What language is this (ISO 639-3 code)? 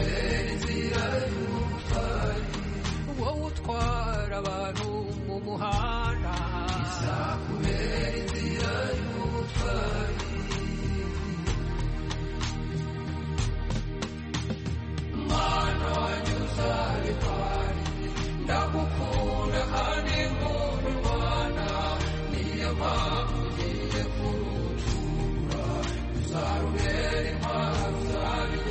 kin